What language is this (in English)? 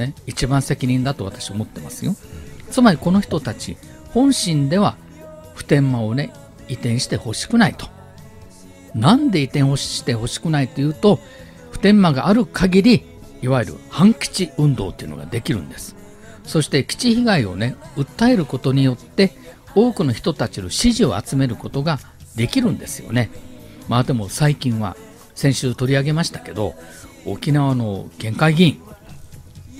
Japanese